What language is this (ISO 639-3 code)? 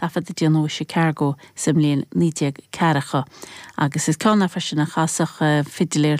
gle